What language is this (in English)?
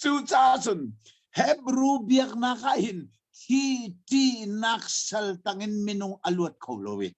Hakha Chin